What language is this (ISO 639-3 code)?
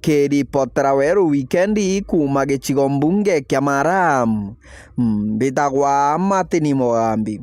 mer